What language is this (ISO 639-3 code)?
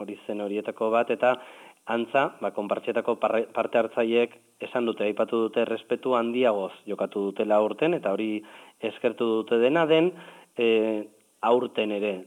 eus